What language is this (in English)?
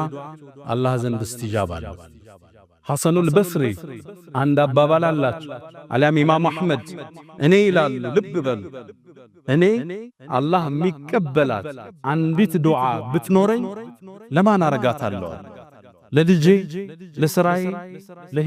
Amharic